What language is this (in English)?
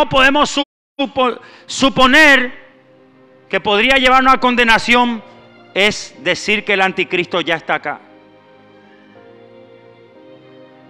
Spanish